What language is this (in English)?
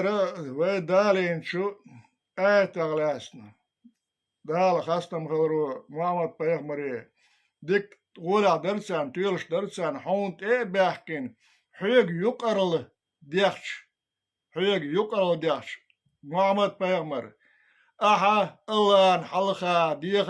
Chechen